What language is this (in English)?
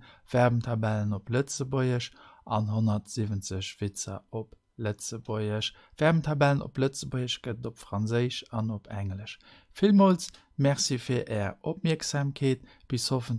Luxembourgish